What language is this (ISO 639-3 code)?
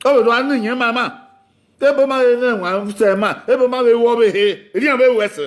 bin